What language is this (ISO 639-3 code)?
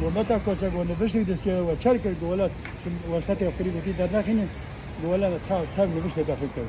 kur